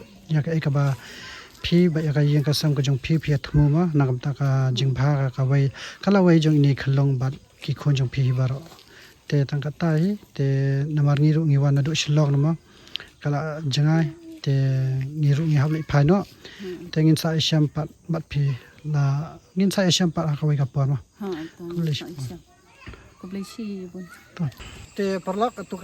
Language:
Khasi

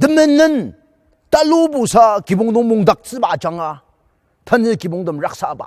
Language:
Ao Naga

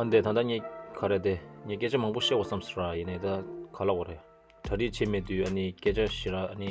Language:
Tibetan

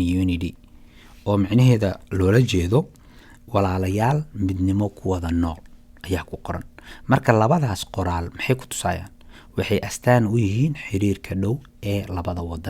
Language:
Somali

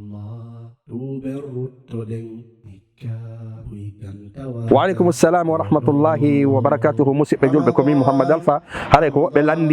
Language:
Fula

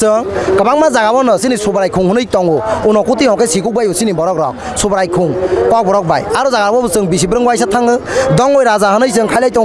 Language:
Kok Borok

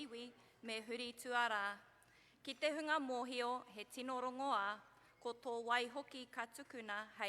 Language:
Māori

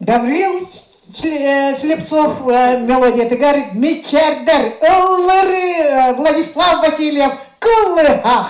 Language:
Yakut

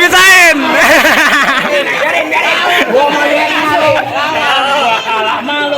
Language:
Betawi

